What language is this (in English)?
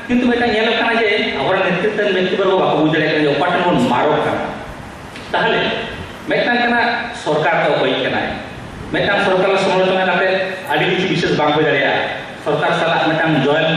Santali